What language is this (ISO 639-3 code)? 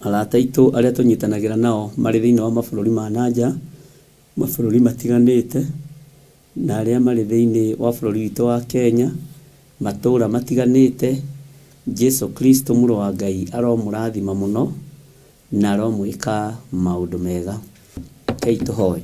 kik